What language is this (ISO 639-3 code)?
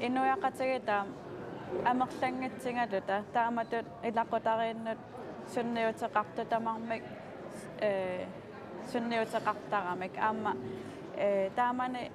kal